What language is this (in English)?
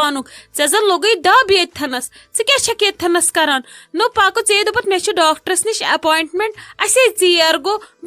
Kashmiri